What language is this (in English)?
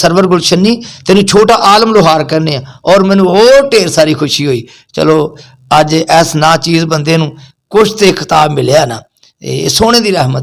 Western Panjabi